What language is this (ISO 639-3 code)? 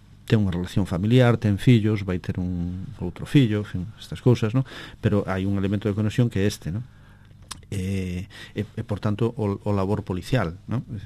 glg